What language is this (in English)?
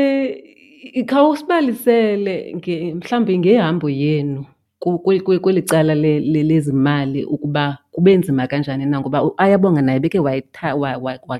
Xhosa